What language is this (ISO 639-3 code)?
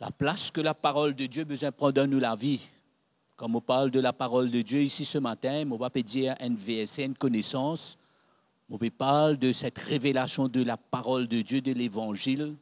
mfe